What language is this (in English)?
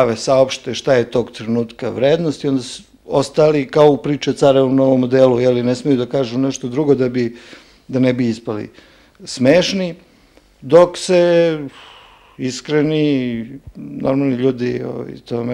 Serbian